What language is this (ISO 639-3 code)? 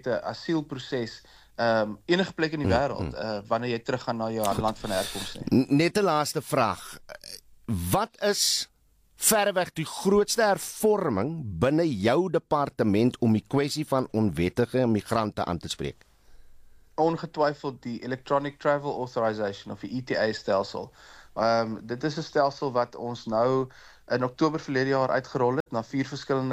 afr